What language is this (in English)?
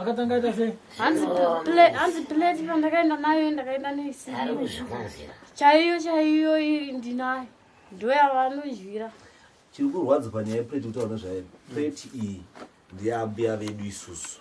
Shona